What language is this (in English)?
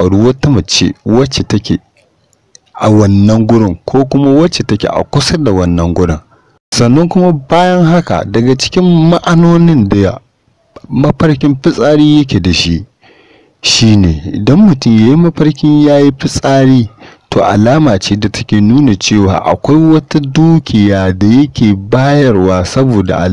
Hausa